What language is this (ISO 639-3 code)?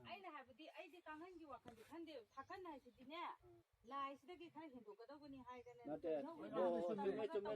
mni